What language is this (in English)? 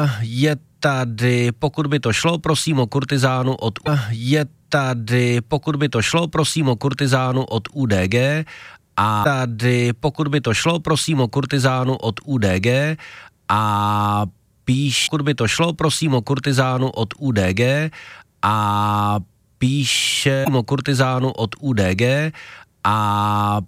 Czech